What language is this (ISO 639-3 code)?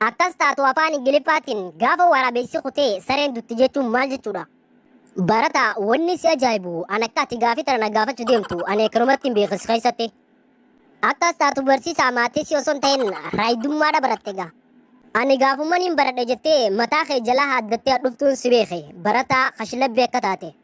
orm